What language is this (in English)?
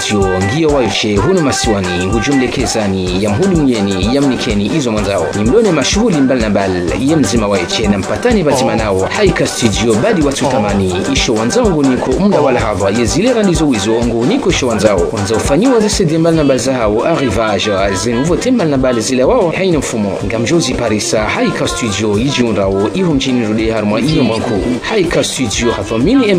Ngazidja Comorian